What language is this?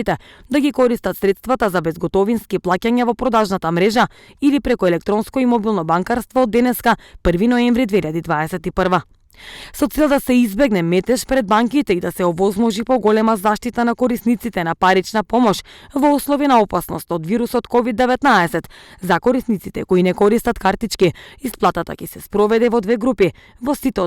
Macedonian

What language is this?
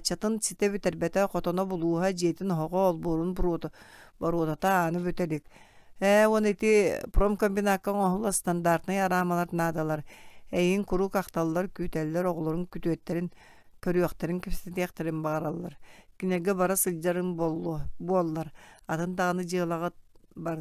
Yakut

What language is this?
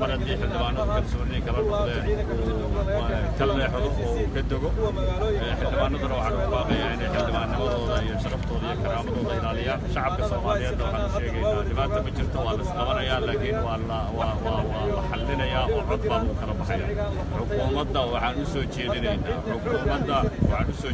Somali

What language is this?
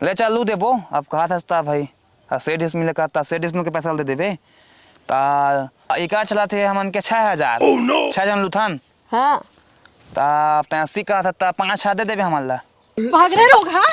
Chhattisgarhi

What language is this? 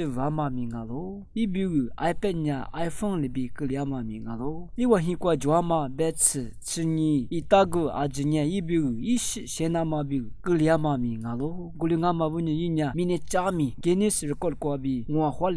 Lisu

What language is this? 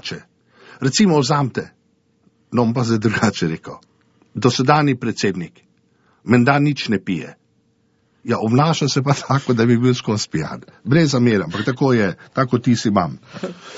Slovenian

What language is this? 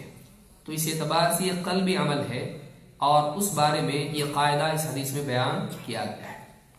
Urdu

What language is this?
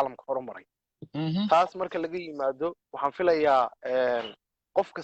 Somali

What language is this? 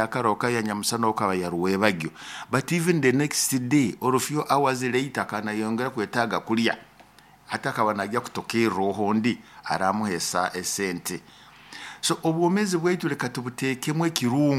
Nyoro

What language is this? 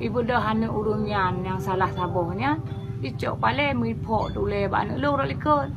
Achinese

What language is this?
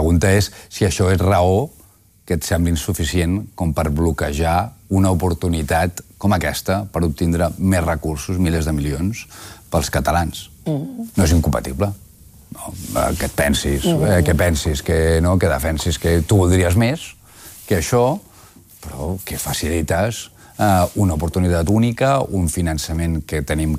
Catalan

